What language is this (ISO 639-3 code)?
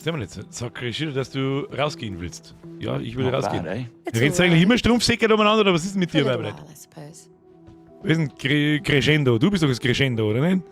bar